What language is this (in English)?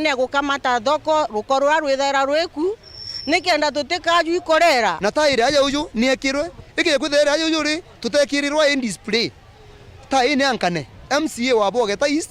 Meru